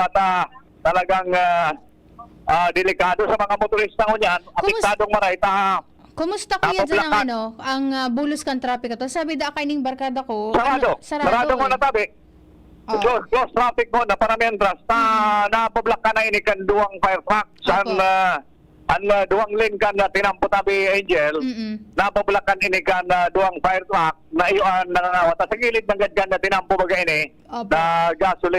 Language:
Bikol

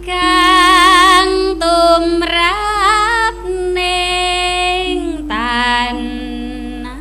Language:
Javanese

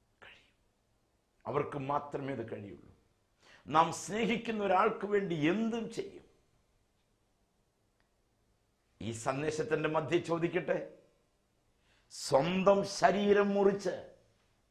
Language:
Malayalam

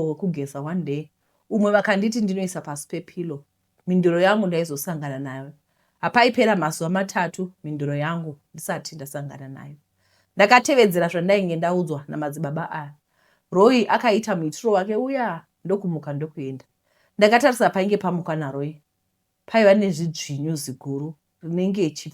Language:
Shona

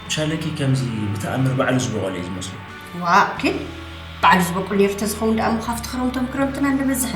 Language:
Tigrinya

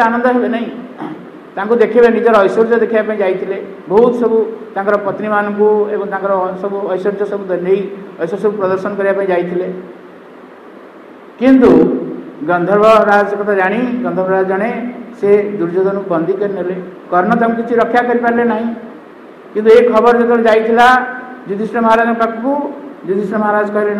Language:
Odia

